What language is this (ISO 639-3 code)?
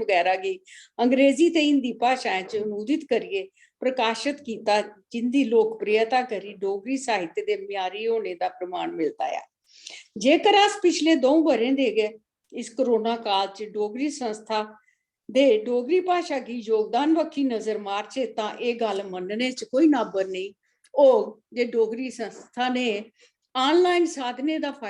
doi